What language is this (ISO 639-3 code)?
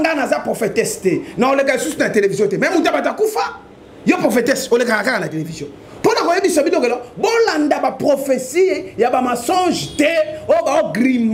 lin